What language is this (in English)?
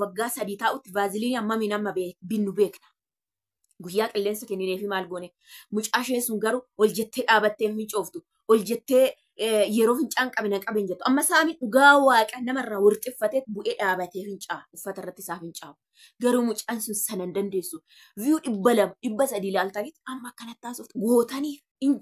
Oromo